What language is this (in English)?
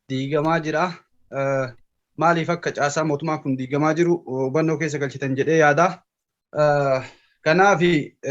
Oromo